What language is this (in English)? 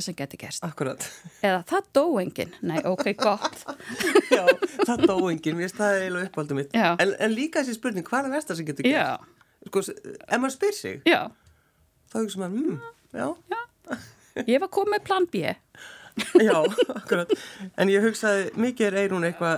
Icelandic